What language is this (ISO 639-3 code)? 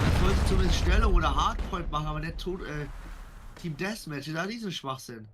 bar